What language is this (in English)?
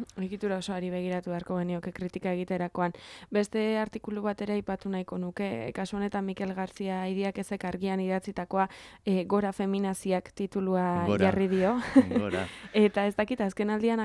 Basque